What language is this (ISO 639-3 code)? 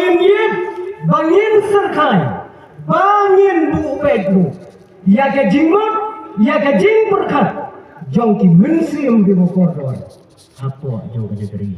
kha